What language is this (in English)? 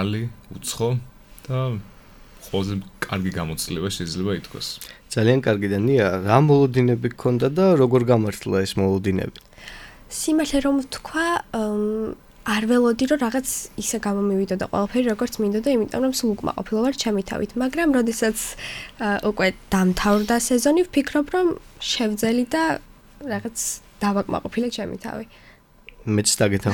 Georgian